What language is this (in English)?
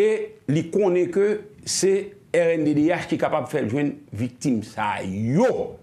Haitian Creole